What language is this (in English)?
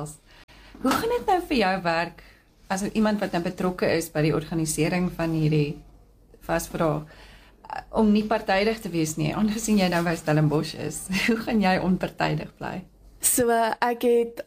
Afrikaans